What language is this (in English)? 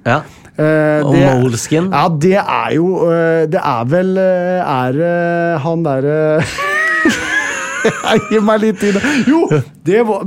Norwegian